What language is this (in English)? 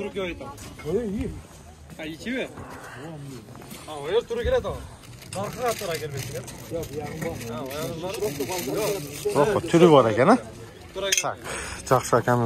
Kazakh